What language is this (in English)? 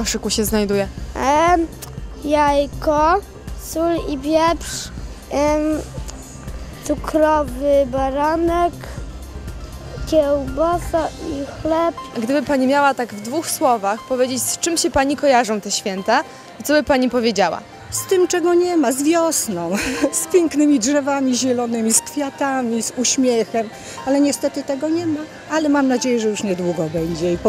Polish